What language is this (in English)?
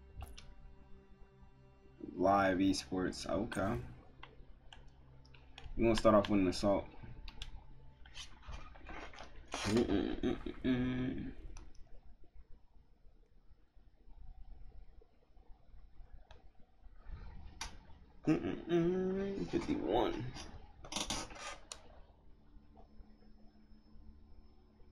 English